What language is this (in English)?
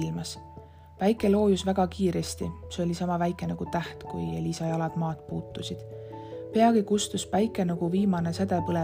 Estonian